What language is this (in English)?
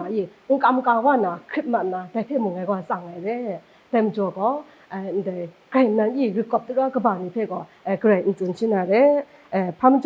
Kachin